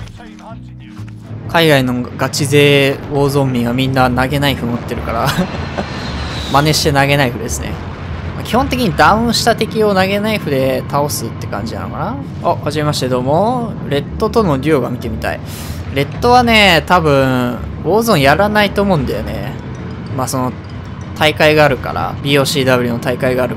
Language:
Japanese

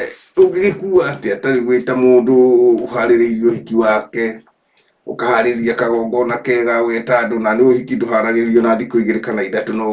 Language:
Kikuyu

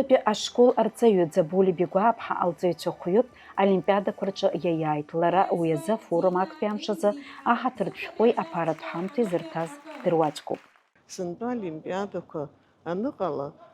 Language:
Abkhazian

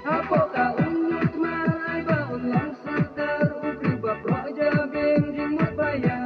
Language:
Khasi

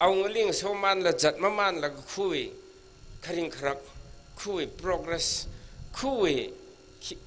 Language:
Tangkhul Naga (India)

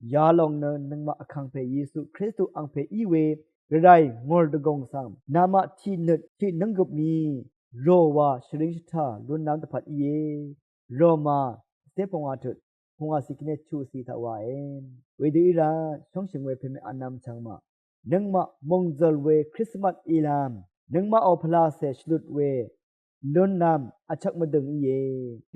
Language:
Rawang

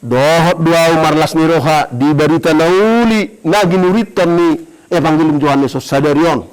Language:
Batak Toba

